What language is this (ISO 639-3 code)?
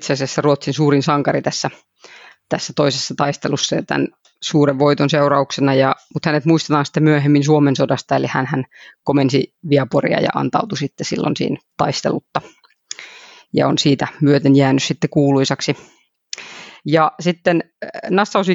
fin